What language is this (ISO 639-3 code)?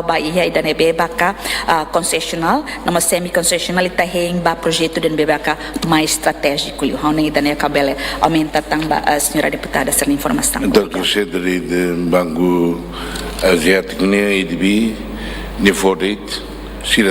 tet